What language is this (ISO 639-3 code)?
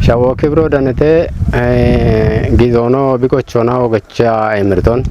kbr